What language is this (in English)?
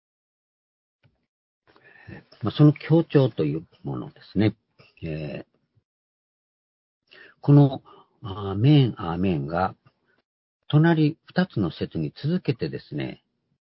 Japanese